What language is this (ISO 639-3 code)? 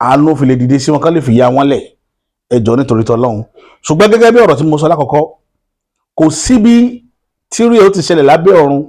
yor